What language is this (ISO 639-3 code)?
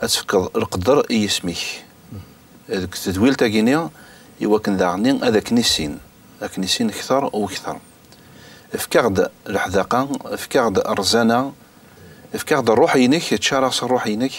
kab